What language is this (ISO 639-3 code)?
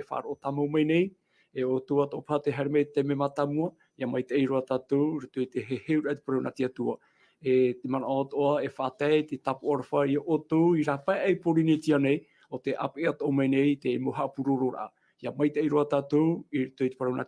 tah